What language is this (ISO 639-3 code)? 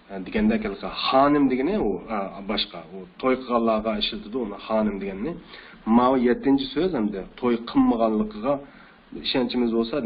uig